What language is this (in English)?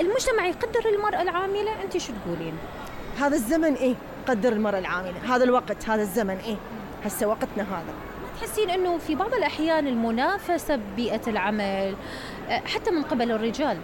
Mesopotamian Arabic